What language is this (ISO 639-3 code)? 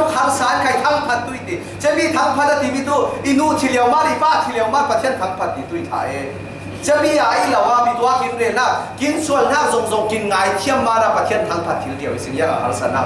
cfm